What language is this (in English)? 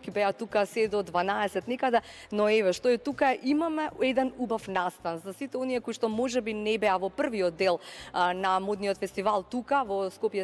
Macedonian